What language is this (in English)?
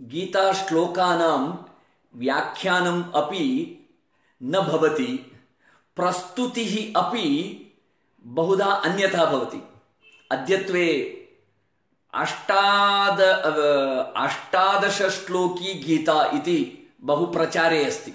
Sanskrit